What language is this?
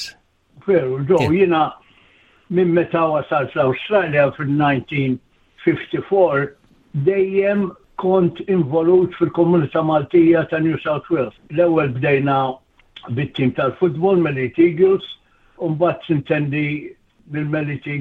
Maltese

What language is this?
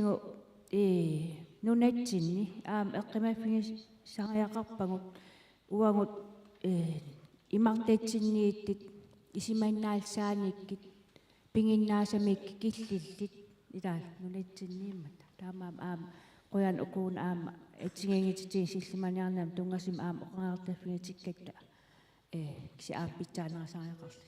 Kalaallisut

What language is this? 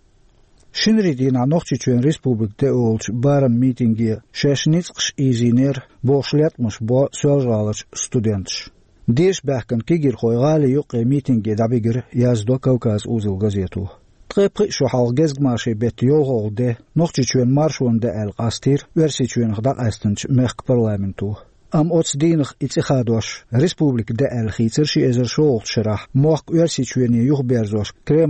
Chechen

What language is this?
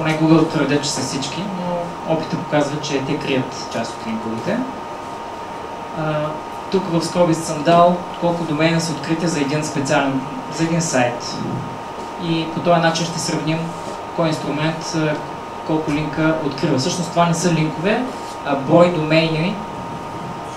Bulgarian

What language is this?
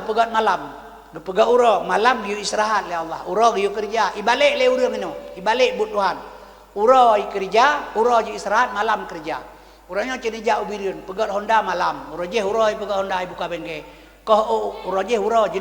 Achinese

